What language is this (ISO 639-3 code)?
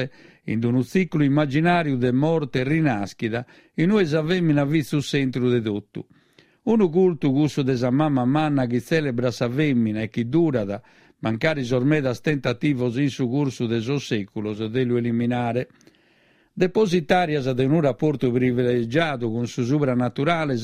srd